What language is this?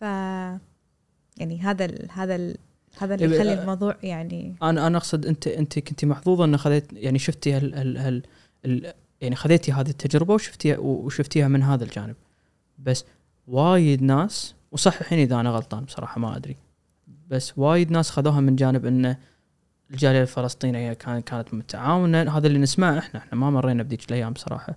Gulf Arabic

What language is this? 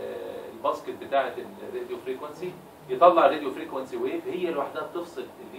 Egyptian Arabic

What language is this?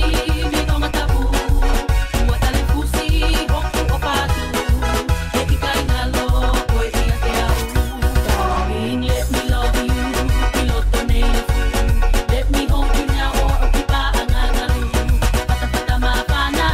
Tongan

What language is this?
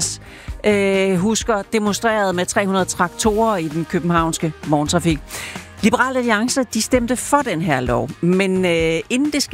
Danish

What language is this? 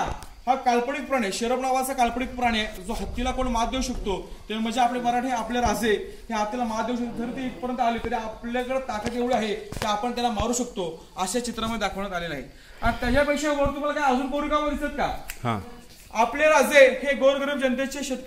Marathi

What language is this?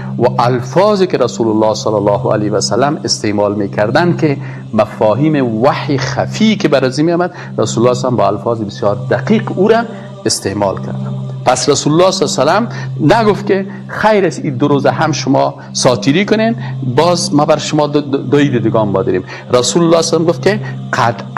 Persian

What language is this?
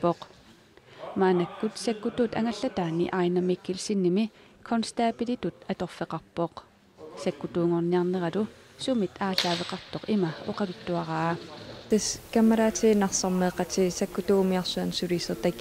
Kalaallisut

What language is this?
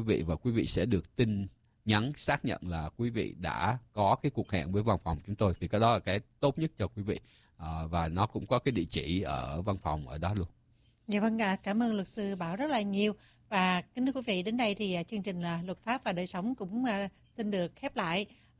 Vietnamese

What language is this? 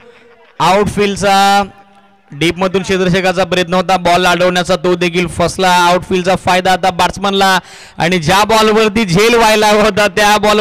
Marathi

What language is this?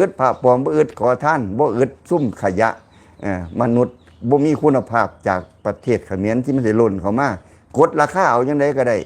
Lao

